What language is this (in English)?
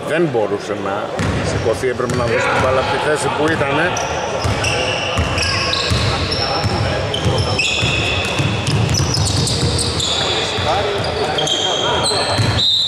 Greek